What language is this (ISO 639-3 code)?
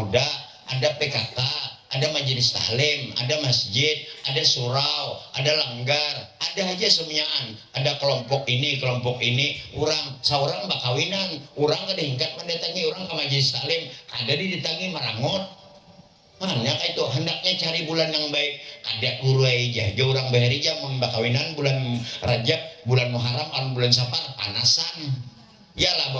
bjn